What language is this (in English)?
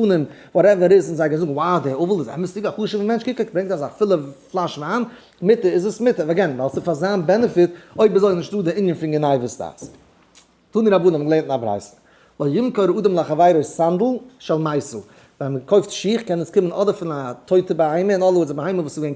Yiddish